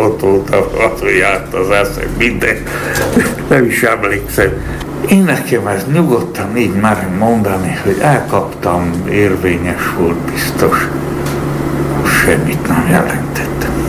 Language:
Hungarian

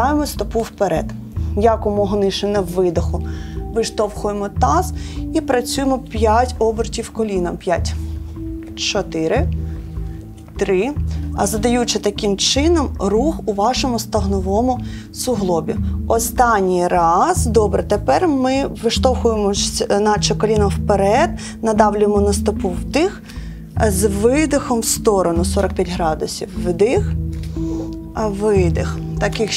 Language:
Ukrainian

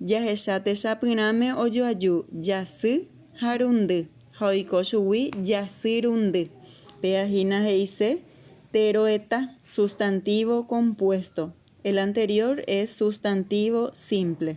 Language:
Guarani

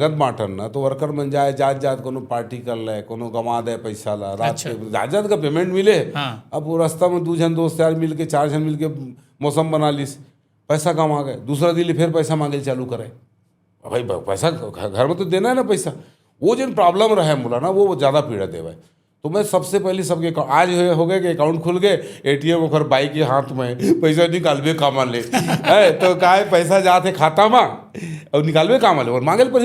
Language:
Chhattisgarhi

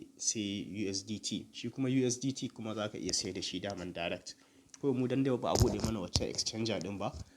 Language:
Hausa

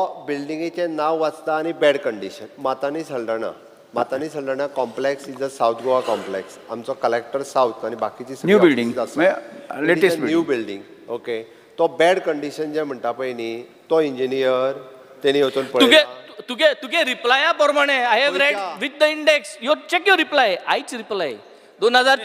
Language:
Konkani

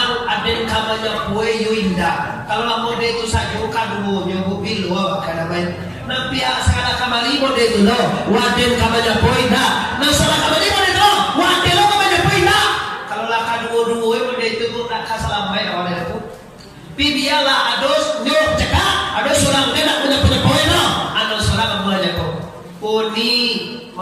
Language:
Minangkabau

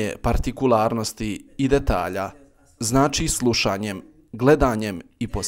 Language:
Bosnian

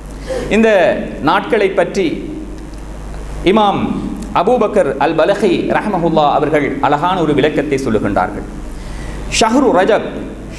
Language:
Tamil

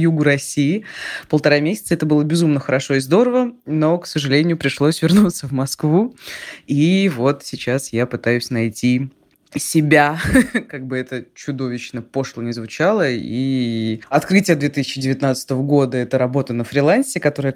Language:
Russian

